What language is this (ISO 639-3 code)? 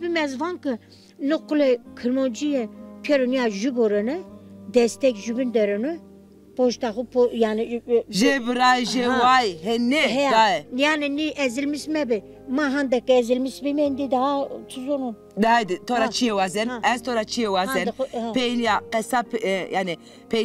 zza